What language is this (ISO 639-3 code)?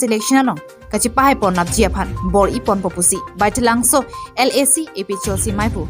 mjw